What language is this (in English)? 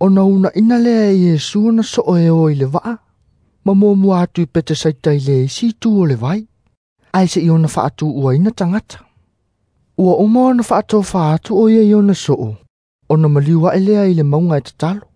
Samoan